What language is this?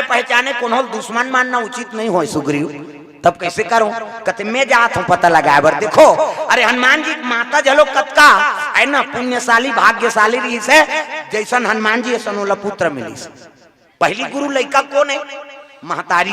Chhattisgarhi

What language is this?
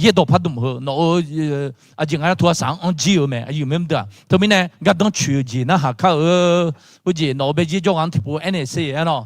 Akha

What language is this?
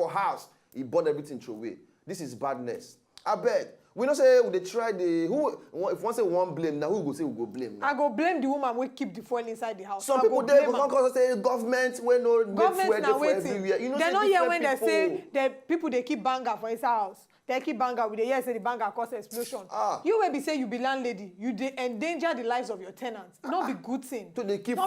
Nigerian Pidgin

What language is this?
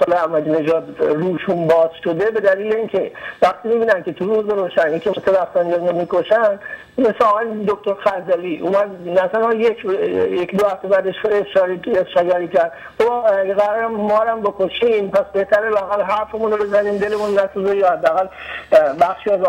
Persian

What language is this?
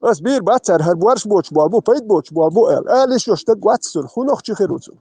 Chechen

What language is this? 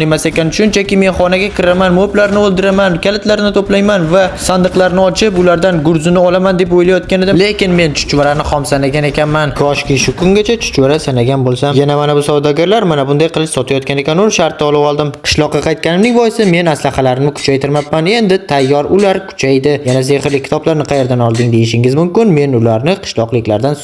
Uzbek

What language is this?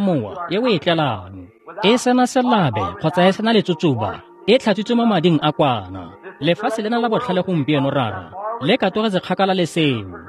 Tswana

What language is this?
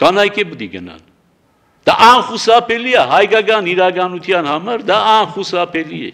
Armenian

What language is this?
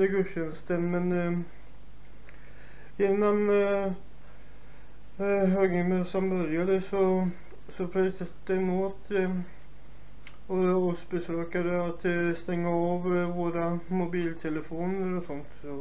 Swedish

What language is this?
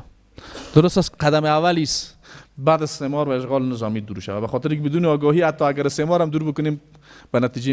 Persian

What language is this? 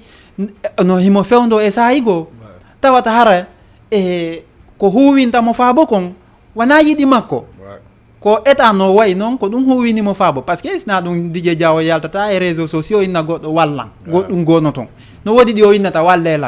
Fula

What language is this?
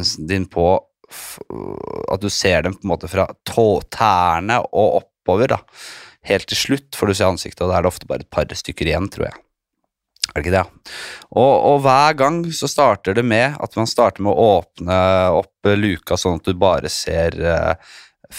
Norwegian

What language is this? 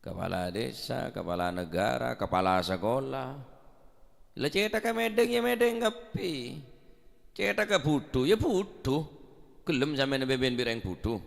Madurese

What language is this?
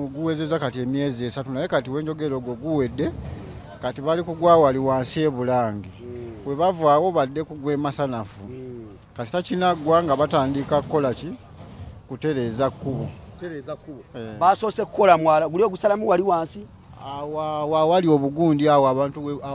Ganda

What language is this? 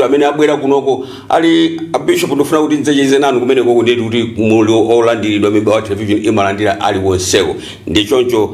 Nyanja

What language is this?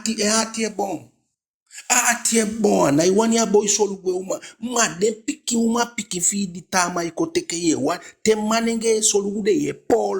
Eastern Maroon Creole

